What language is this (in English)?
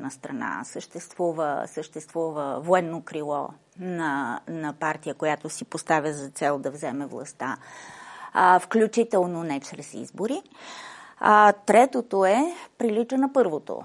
Bulgarian